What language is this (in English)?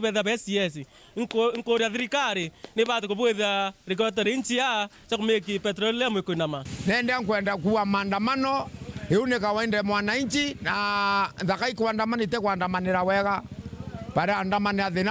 Meru